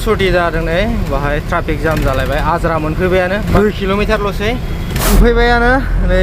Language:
Bodo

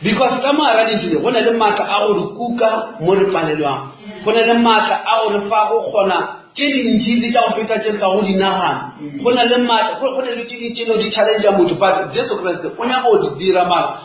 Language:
Northern Sotho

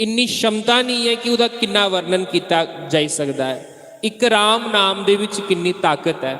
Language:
Dogri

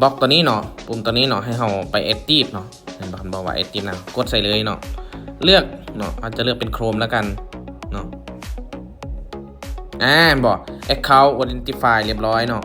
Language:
Lao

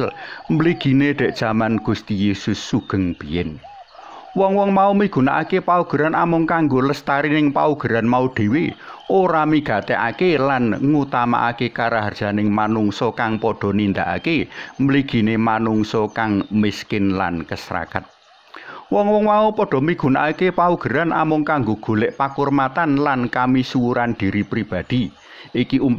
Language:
Javanese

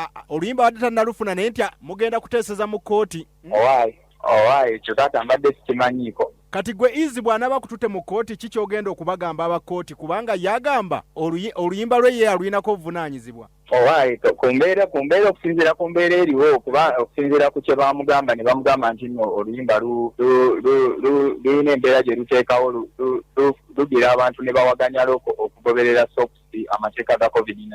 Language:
Ganda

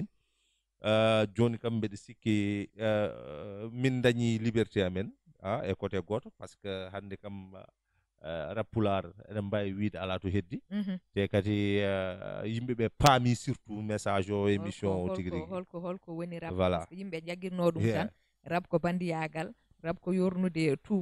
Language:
Fula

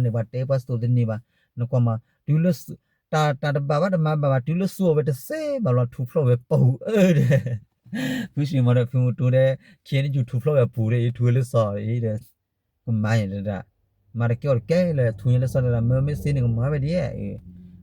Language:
S'gaw Karen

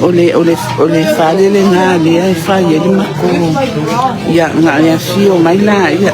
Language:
Samoan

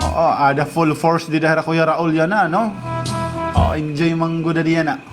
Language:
Waray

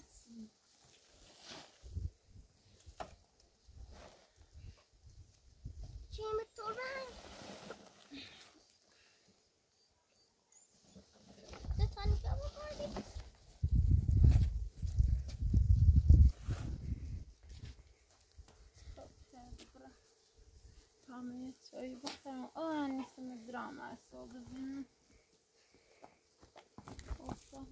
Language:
Persian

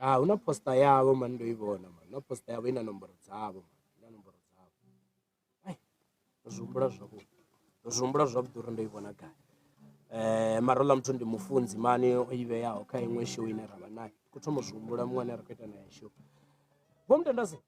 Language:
Venda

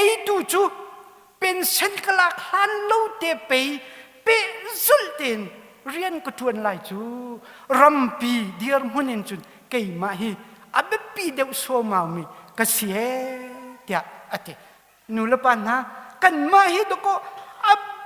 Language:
Hakha Chin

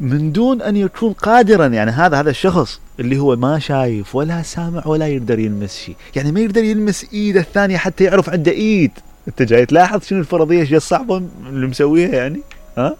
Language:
Mesopotamian Arabic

